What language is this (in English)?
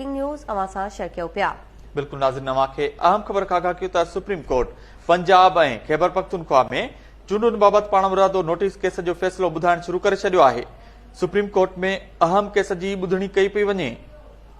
Sindhi